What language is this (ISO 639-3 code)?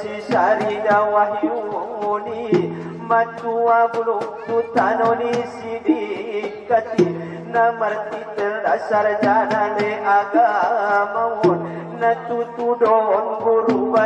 akb